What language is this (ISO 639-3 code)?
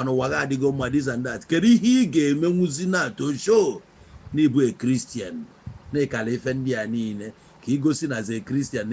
ibo